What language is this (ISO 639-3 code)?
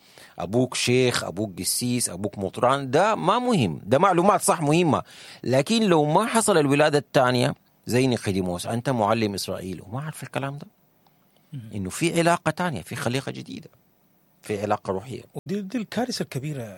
apd